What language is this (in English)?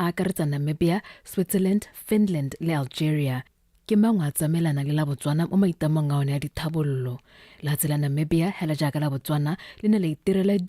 Tswana